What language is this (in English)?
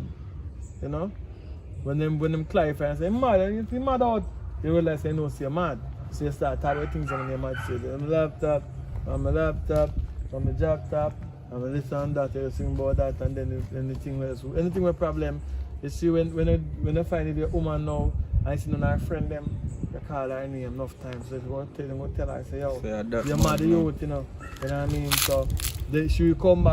Jamaican Creole English